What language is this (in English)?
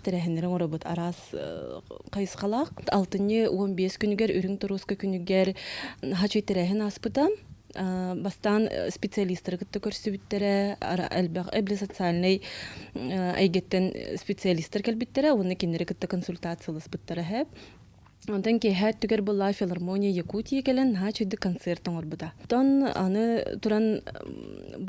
Yakut